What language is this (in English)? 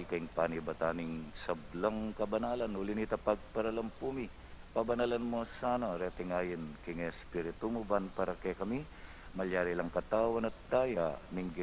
Pampanga